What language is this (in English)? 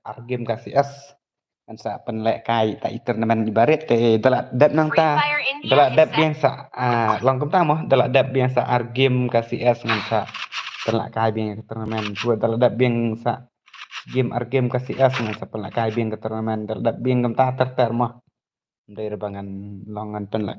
Khasi